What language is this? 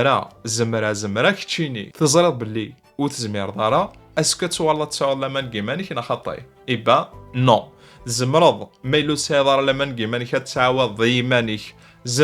Kabyle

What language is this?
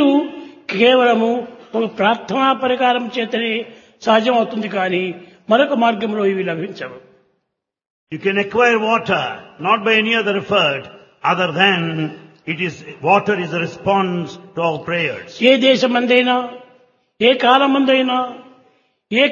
Telugu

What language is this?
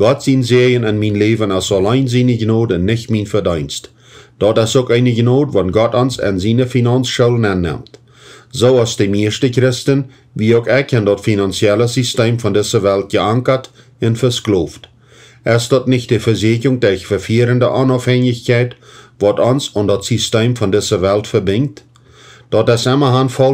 Plautdietsch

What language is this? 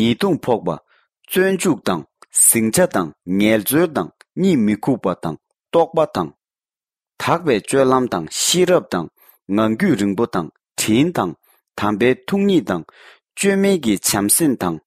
Tibetan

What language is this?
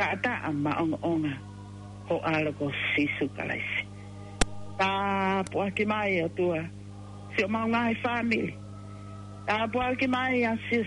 Tongan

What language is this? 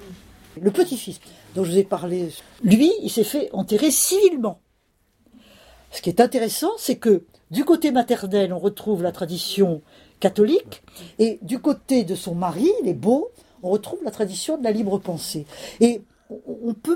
French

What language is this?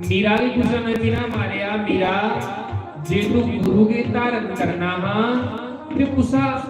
Dogri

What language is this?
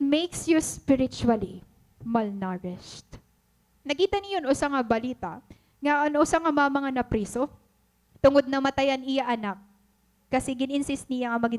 Waray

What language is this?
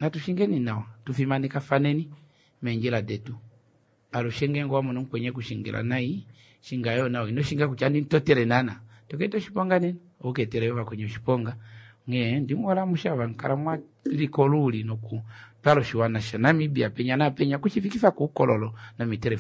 Kuanyama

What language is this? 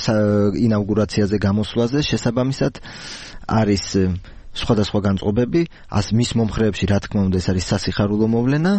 Georgian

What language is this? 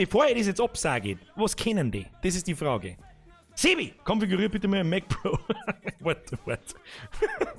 Bavarian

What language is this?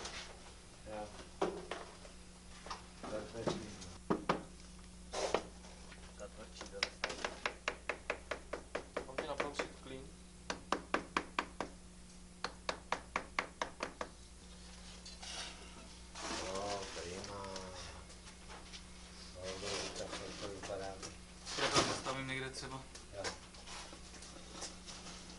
Czech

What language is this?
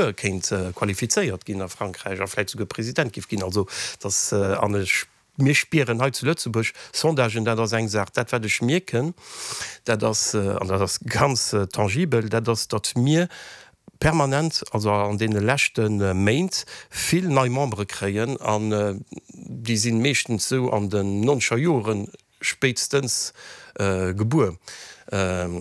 Luxembourgish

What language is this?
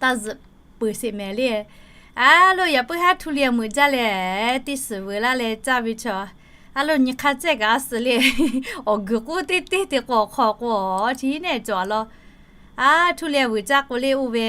Lahu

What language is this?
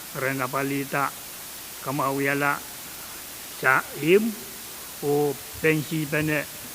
Pohnpeian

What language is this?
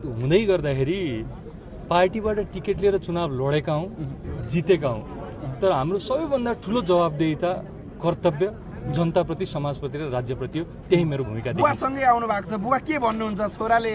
Nepali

